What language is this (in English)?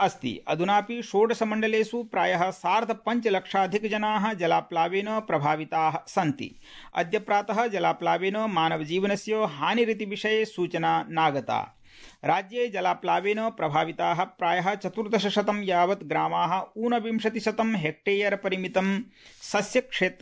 Sanskrit